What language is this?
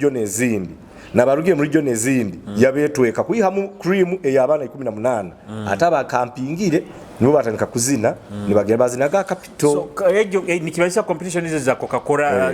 Nyoro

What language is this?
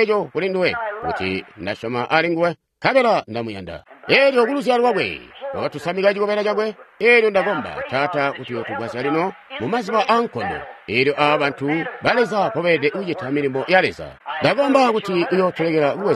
Tonga (Zambia)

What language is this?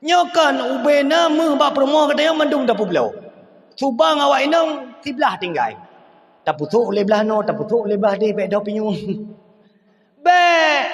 Achinese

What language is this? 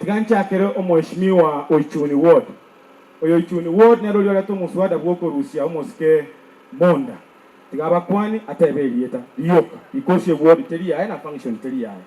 Gusii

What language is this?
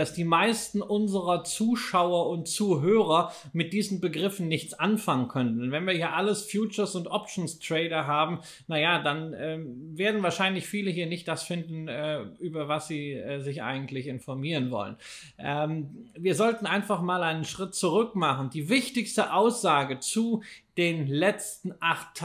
German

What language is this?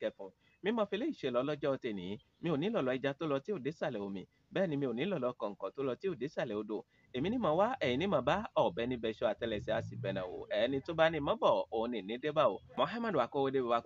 Yoruba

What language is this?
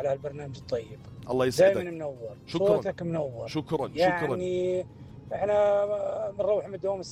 North Levantine Arabic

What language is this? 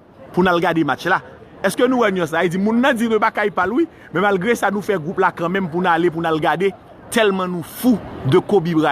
Haitian Creole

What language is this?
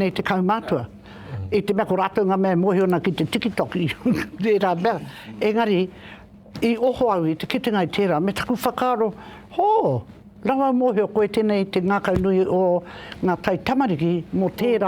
Māori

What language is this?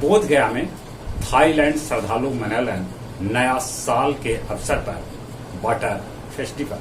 Magahi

